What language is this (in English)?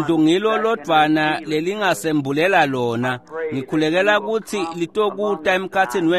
Swati